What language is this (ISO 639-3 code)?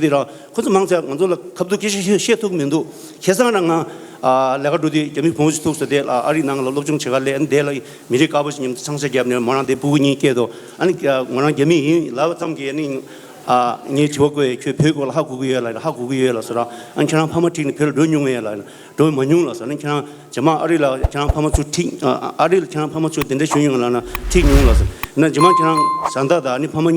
bod